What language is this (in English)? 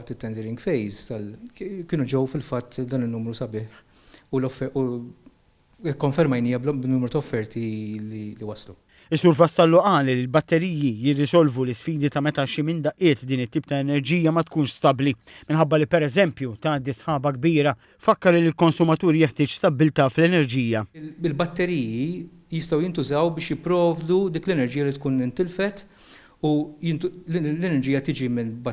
Maltese